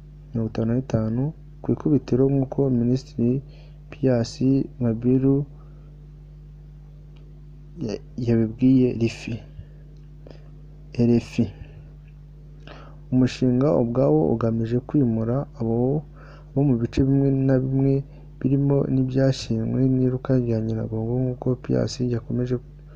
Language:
Kinyarwanda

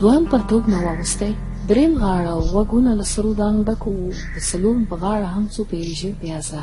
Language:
Pashto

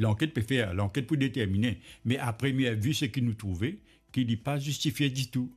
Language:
Morisyen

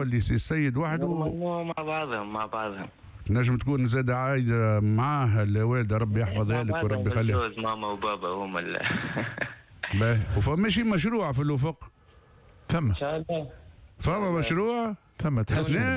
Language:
Tunisian Arabic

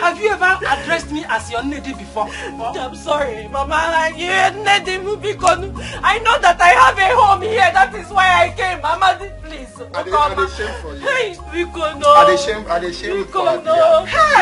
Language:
Nigerian Pidgin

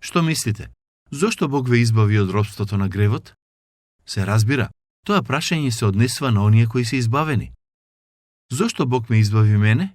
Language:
Macedonian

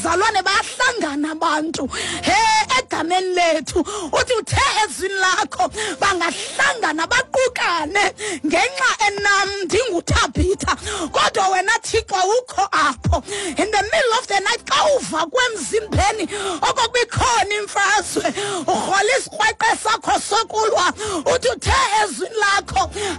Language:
Xhosa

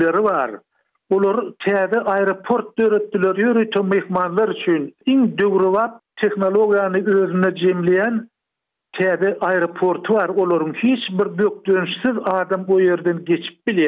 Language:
Turkmen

